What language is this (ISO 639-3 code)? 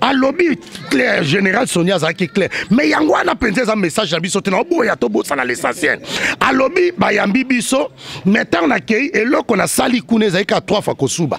lin